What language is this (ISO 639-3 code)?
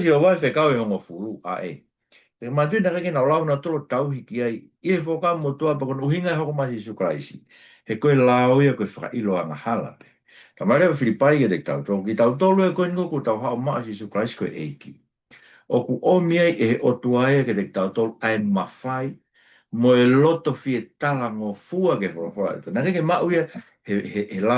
ton